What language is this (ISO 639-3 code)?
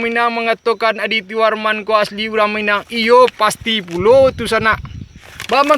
min